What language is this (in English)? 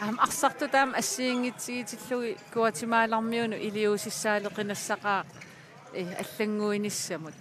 Kalaallisut